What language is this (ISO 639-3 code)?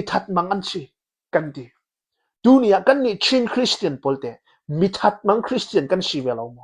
cnh